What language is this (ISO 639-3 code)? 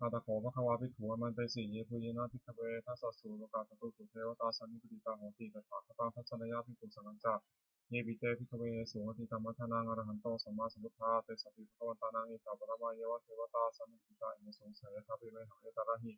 pli